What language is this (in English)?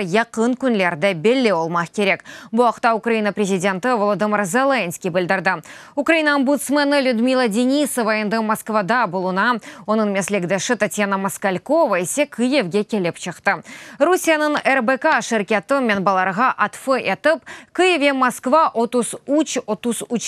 Crimean Tatar